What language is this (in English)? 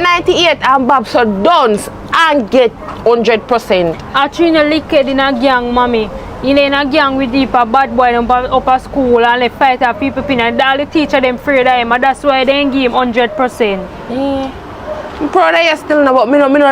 Jamaican Creole English